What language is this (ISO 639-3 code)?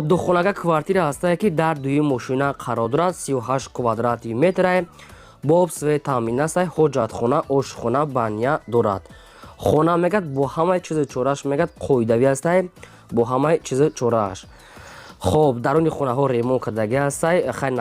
tgk